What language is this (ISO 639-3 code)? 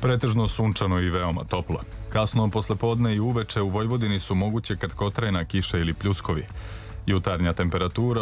srp